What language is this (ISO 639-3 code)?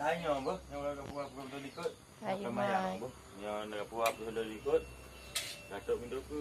ace